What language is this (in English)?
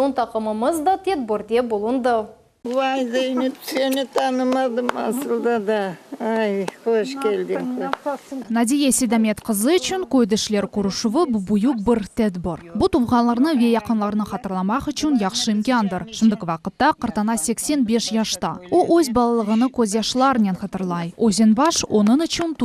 Crimean Tatar